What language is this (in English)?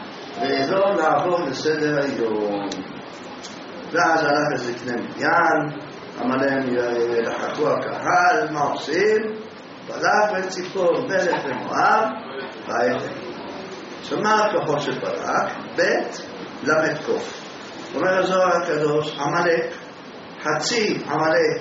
Hebrew